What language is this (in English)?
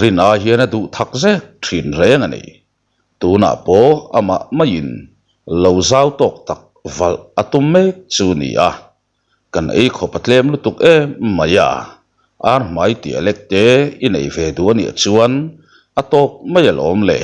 Mizo